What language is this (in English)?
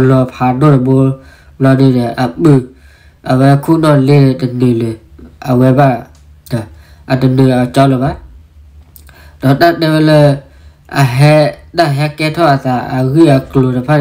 S'gaw Karen